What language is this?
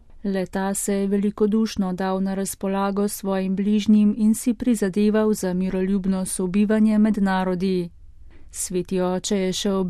Slovenian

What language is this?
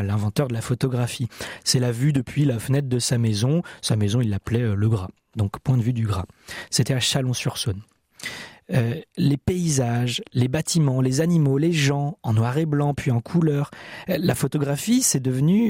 French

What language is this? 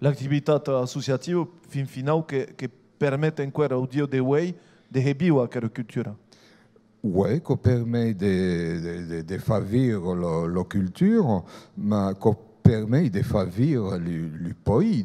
Occitan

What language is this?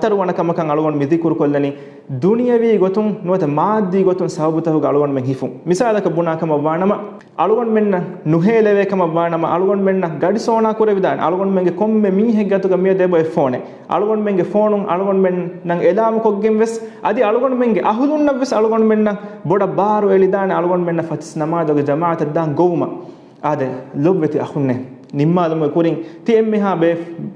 Divehi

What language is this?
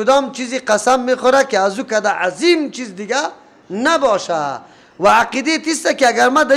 Persian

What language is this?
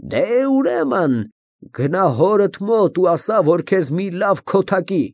Armenian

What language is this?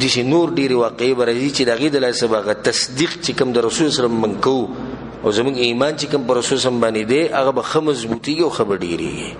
Pashto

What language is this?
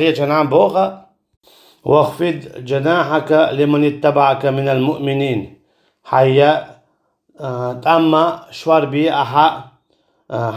Chechen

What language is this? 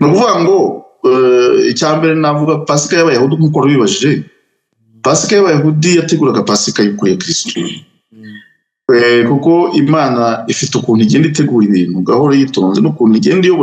Kinyarwanda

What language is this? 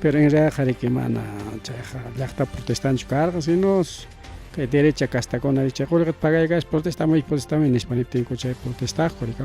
Ayacucho Quechua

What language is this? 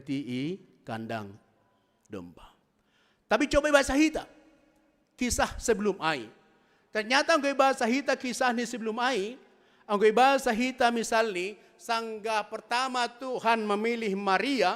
Batak Simalungun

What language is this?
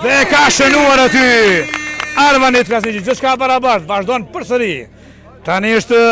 Albanian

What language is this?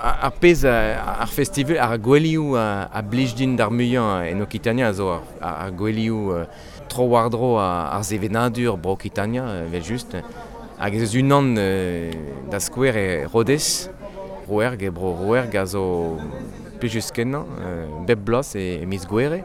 Breton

